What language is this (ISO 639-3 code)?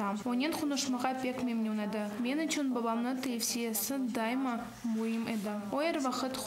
crh